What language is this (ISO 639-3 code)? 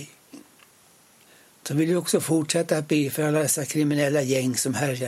swe